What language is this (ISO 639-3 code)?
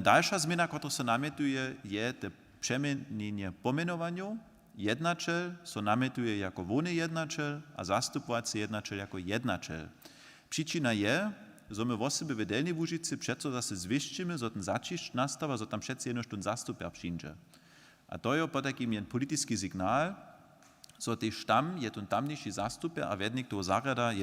hsb